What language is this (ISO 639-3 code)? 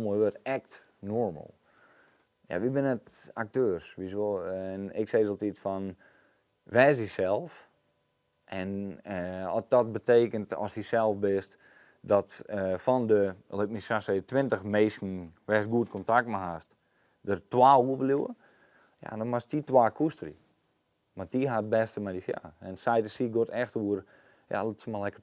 fry